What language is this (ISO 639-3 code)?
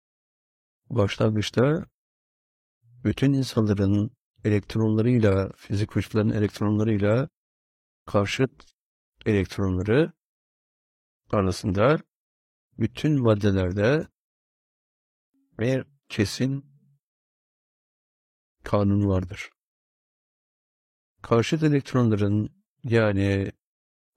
tur